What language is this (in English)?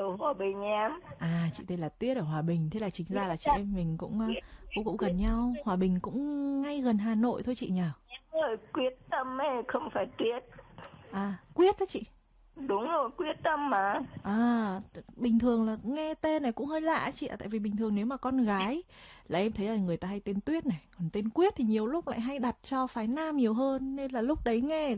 Vietnamese